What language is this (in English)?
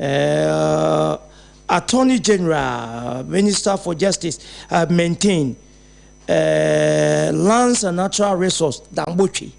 Akan